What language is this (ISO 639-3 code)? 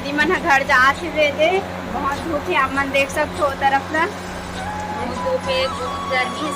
hne